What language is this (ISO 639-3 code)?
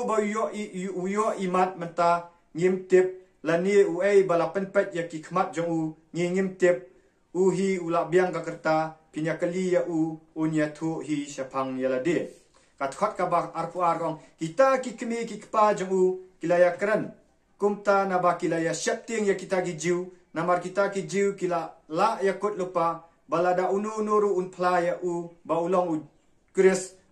kha